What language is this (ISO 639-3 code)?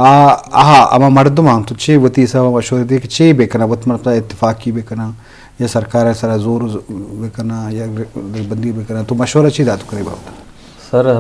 bgp